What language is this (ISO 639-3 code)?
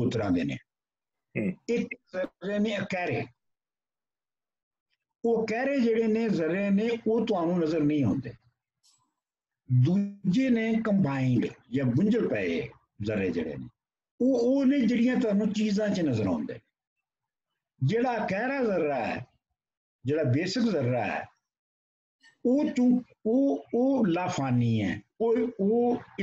pan